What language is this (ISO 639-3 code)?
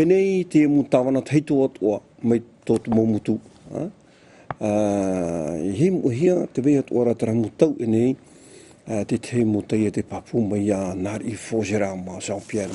tah